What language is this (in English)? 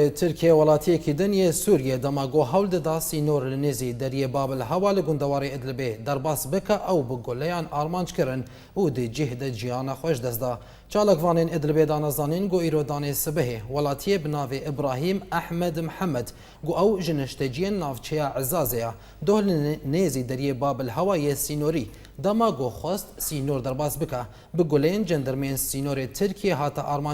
Kurdish